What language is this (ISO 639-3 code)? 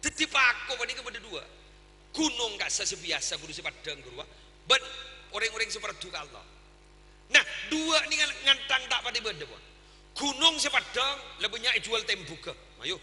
mad